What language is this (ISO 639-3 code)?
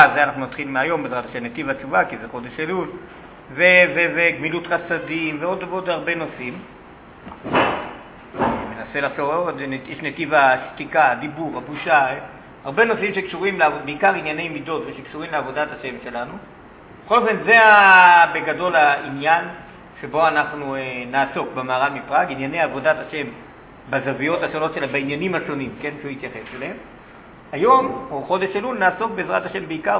heb